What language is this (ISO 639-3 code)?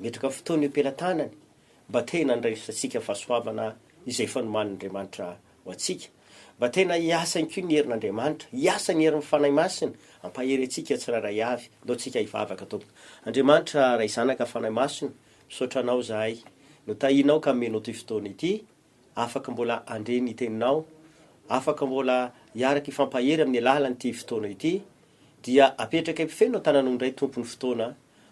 mlg